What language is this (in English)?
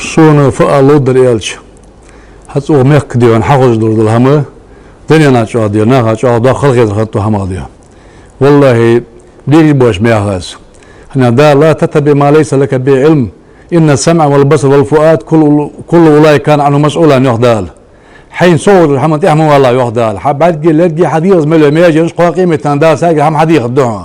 Ingush